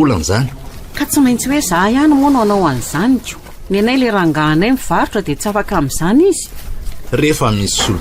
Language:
Malagasy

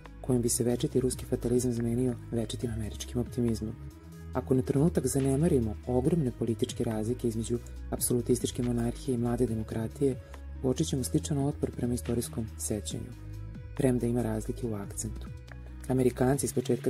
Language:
Serbian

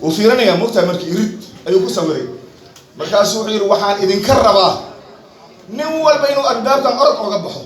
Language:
Somali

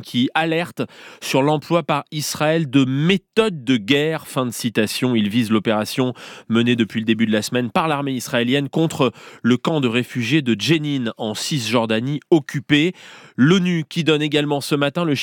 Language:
French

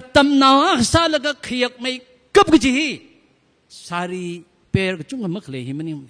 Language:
Tangkhul Naga (India)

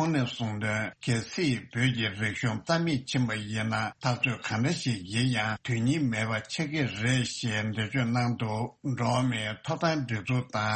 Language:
Tibetan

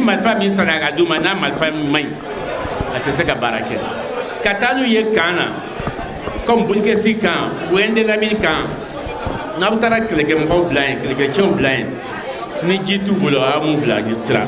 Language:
Bambara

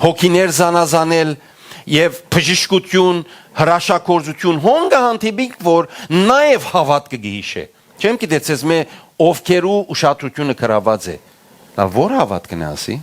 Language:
Western Armenian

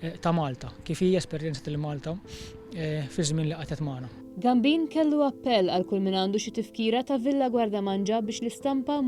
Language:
Maltese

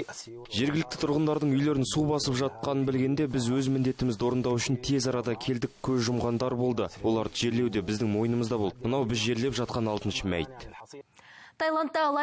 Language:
Kazakh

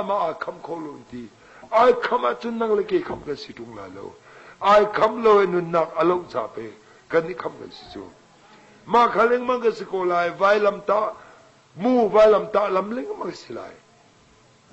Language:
Hakha Chin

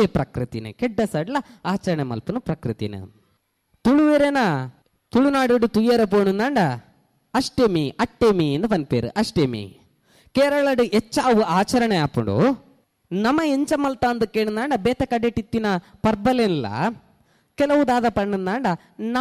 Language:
Tulu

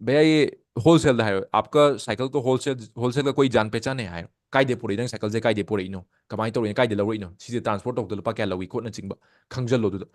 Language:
Manipuri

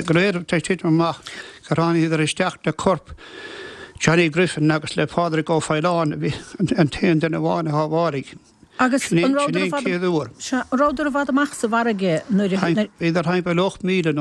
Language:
Irish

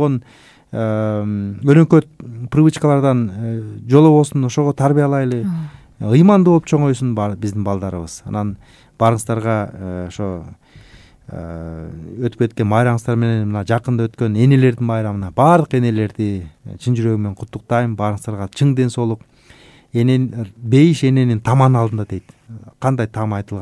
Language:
Kyrgyz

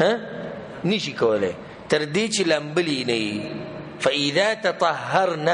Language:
Pashto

